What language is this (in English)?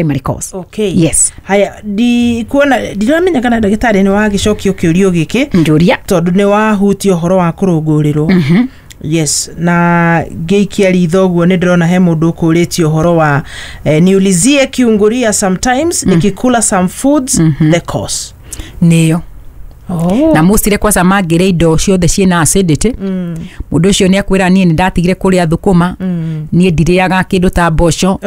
Kikuyu